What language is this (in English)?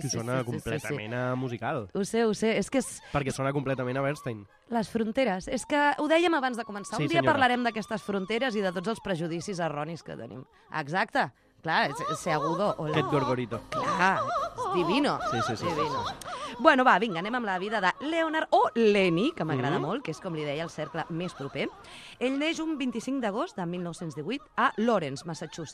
Catalan